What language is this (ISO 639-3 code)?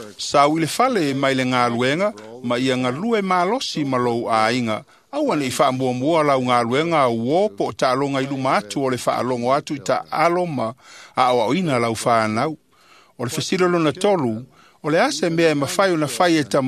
smo